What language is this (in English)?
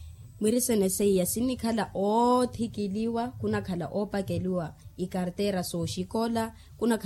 Makhuwa